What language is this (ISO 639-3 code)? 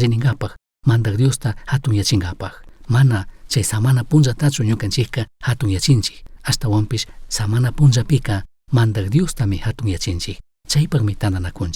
qug